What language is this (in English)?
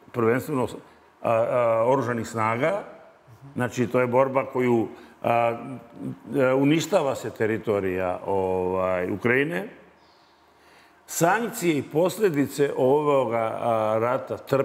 Serbian